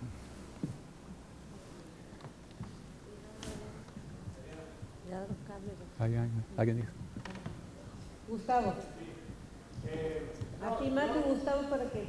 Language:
Spanish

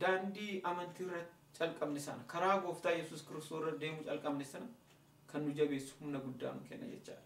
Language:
Oromo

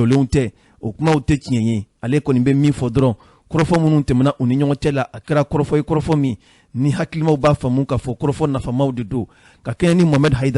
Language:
Bambara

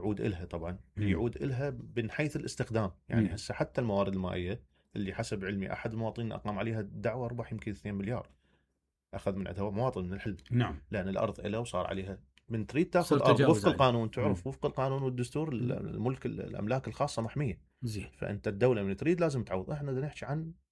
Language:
Mesopotamian Arabic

